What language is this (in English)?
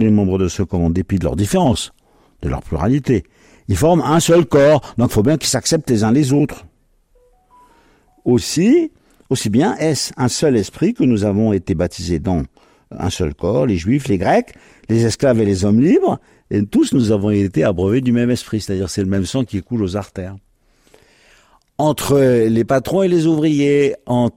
French